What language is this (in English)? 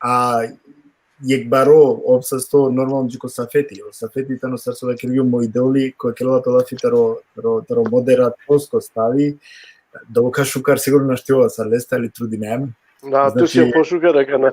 Balkan Romani